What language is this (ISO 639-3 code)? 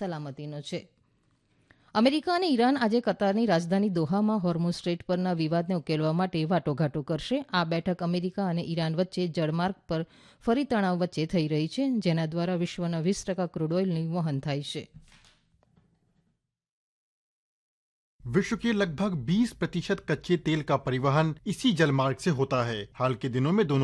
guj